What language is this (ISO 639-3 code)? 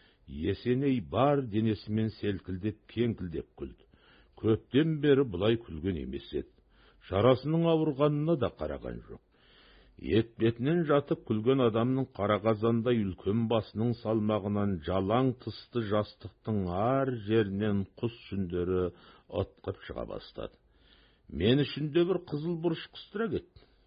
kaz